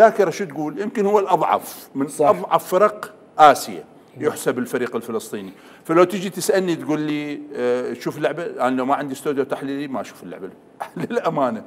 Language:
Mesopotamian Arabic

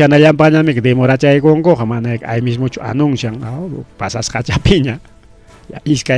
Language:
Ayacucho Quechua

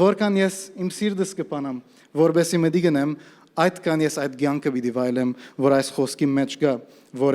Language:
Western Armenian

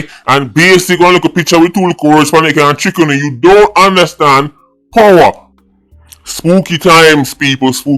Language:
Jamaican Creole English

